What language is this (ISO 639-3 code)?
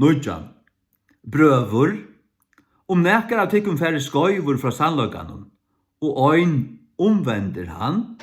fao